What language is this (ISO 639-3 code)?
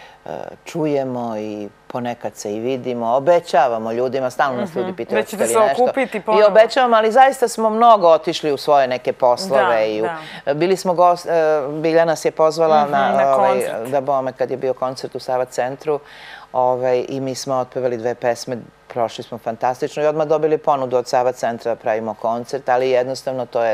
srp